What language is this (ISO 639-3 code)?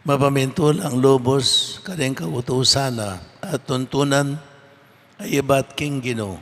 pam